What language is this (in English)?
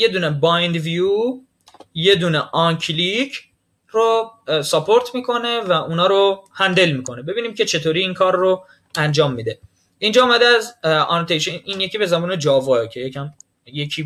Persian